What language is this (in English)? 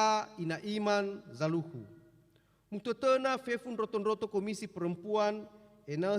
Nias